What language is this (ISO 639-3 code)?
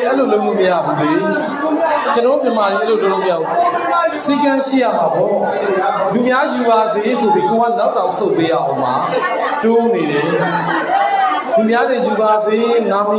mya